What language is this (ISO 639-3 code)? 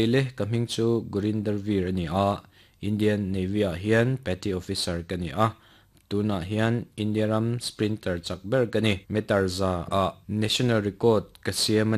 lus